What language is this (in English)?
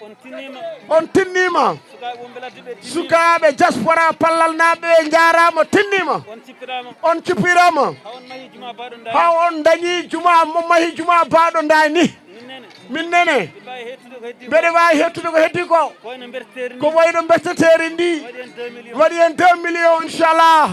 Fula